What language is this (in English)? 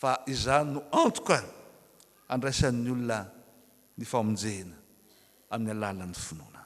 Malagasy